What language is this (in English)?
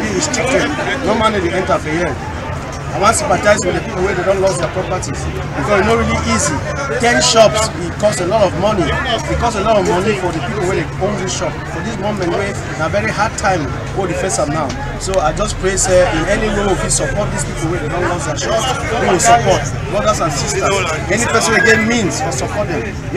Cameroon Pidgin